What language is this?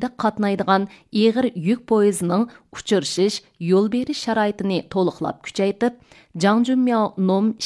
Uyghur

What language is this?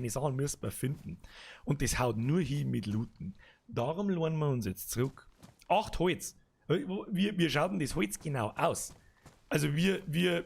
Bavarian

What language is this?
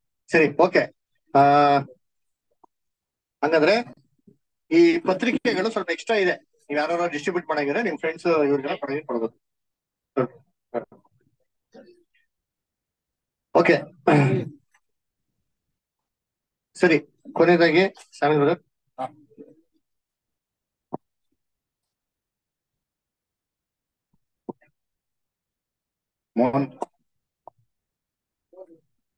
Kannada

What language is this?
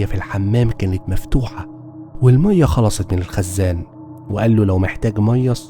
Egyptian Arabic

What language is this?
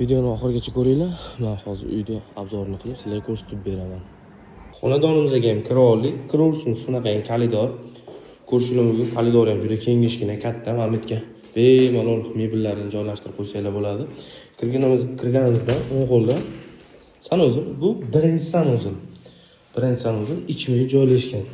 Uzbek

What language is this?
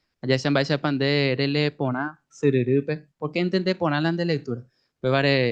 Guarani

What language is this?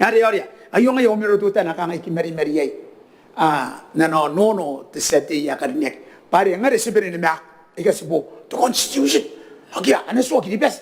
Gilbertese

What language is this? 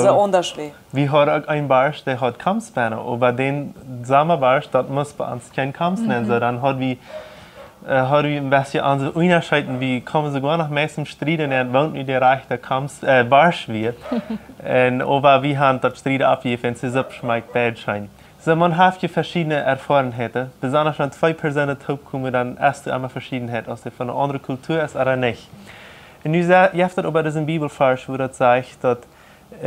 Plautdietsch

